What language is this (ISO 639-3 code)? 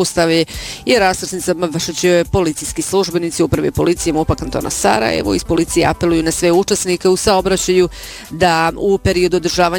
bos